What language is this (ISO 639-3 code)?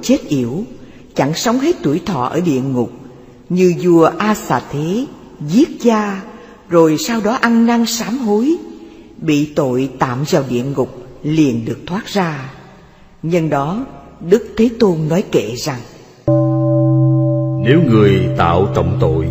vie